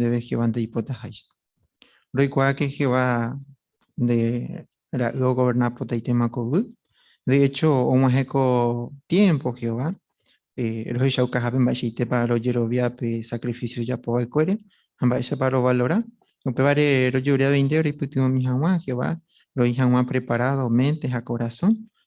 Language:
Guarani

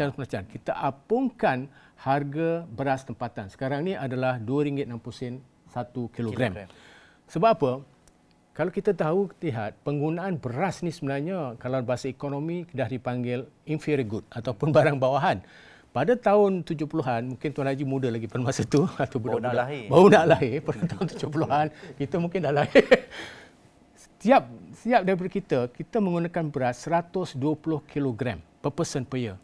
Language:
Malay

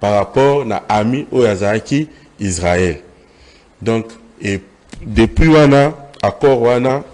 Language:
Lingala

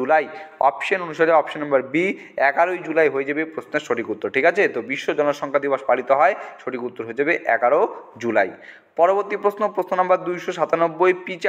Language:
Bangla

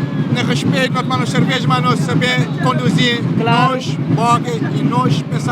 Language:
Kabuverdianu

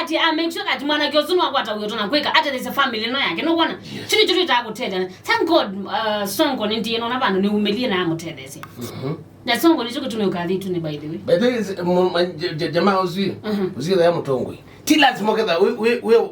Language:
Kamba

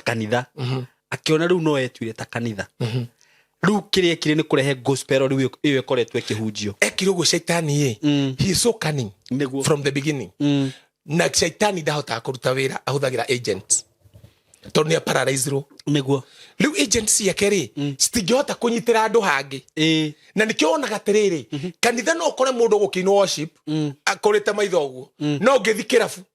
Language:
Kikuyu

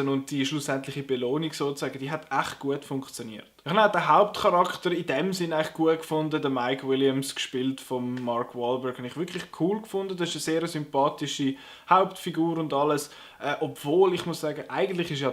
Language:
Swiss German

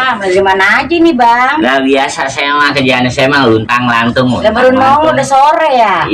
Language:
Betawi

